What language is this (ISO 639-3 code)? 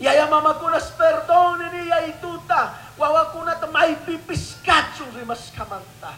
qug